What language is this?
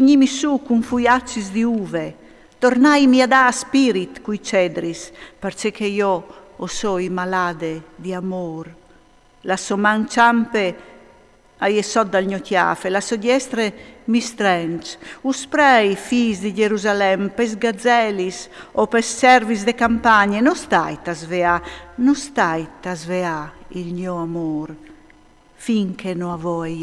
Friulian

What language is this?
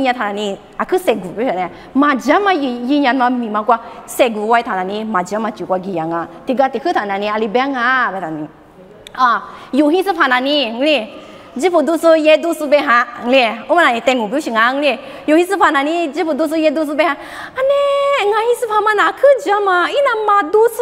Lisu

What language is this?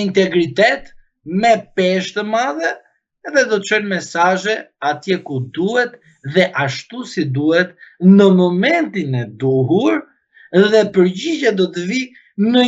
Albanian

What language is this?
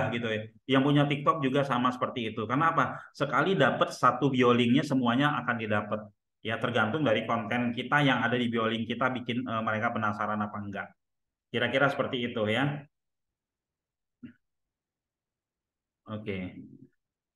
Indonesian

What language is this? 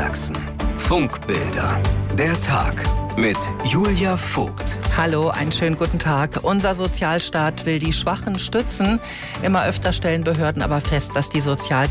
German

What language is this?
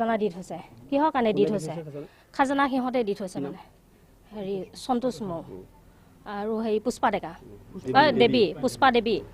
Assamese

